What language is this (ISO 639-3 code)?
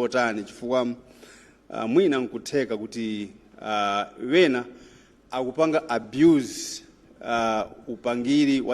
nya